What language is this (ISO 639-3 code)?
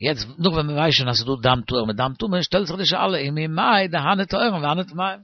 yid